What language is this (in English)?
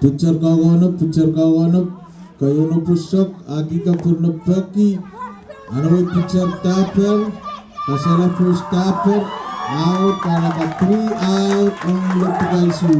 Pohnpeian